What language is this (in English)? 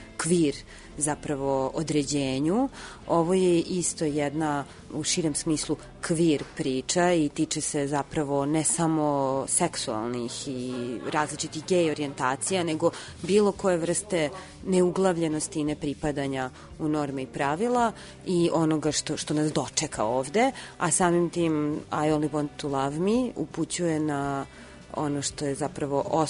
Serbian